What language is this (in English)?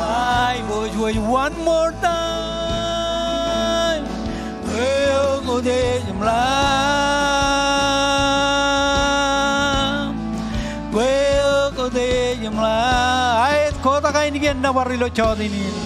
Marshallese